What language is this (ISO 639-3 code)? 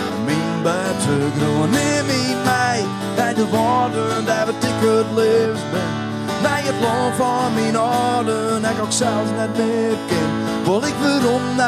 fry